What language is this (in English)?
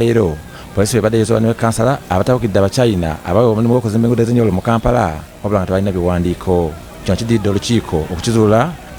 Ganda